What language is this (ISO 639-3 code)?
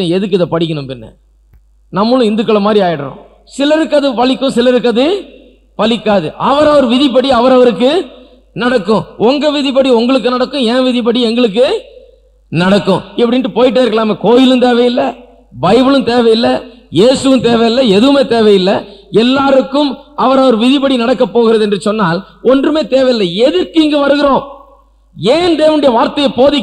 tam